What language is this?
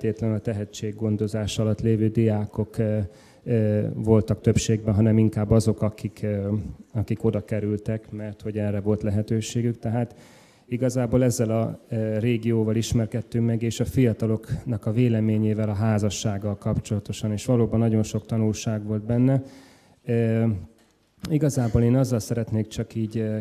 Hungarian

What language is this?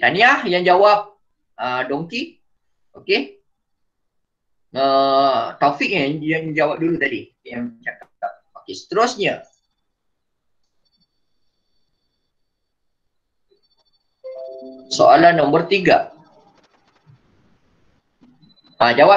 Malay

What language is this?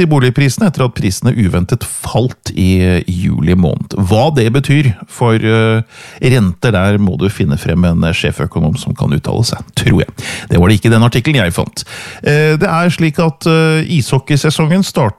Norwegian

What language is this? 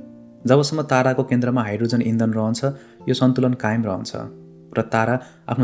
Nepali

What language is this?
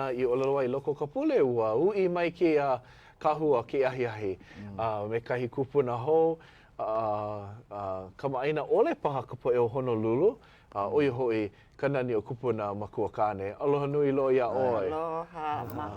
Hawaiian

